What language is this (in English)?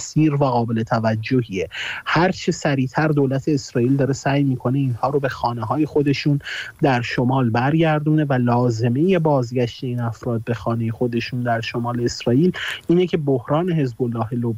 Persian